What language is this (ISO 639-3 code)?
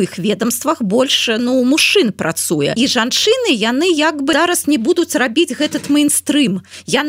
bel